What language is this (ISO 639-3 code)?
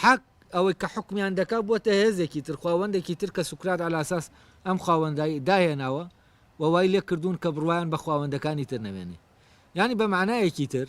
ckb